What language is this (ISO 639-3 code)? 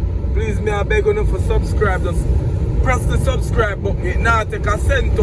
jam